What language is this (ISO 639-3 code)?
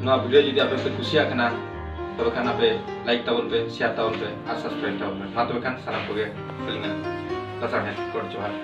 sat